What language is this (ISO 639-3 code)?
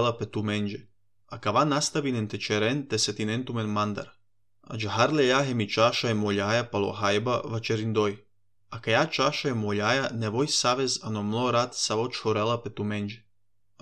srp